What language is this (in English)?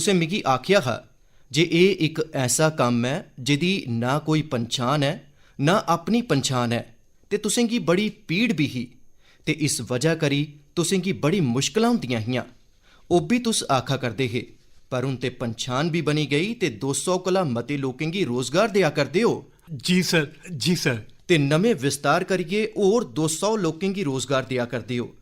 Dogri